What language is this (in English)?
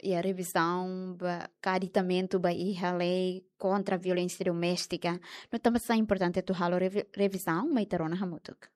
Tetum